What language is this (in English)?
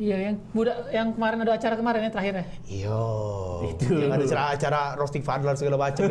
Musi